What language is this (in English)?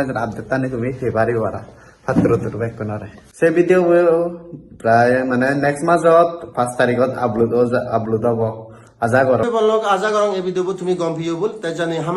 Chakma